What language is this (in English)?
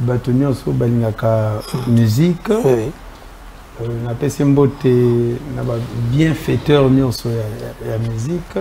Lingala